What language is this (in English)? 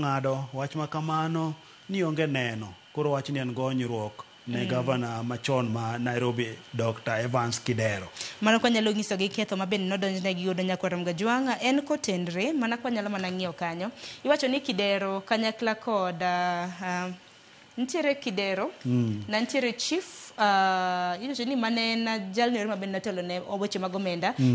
Luo (Kenya and Tanzania)